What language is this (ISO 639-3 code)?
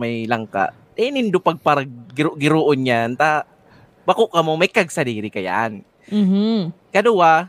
bik